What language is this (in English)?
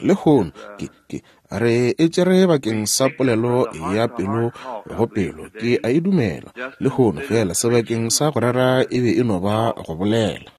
Northern Sotho